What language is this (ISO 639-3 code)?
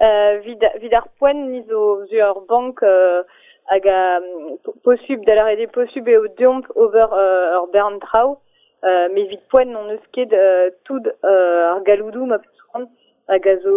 bre